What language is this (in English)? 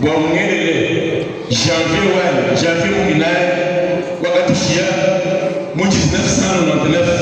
Luba-Lulua